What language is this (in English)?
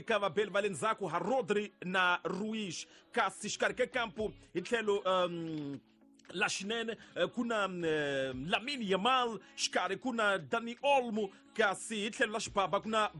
Tsonga